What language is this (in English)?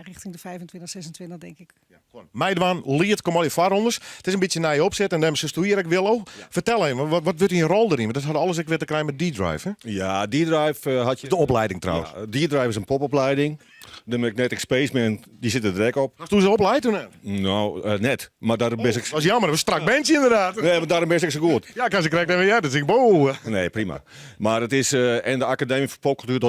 Western Frisian